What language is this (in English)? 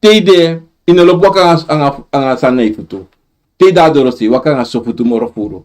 Sranan Tongo